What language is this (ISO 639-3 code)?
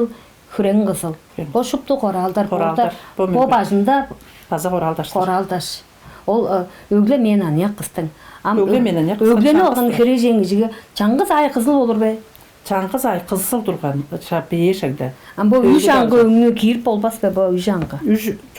tyv